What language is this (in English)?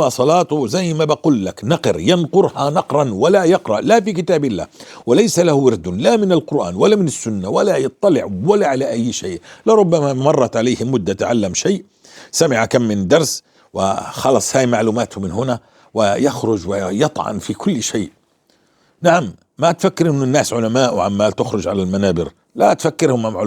North Levantine Arabic